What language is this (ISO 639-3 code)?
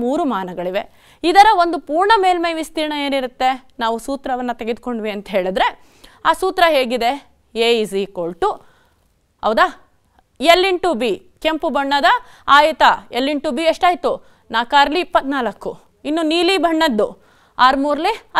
kan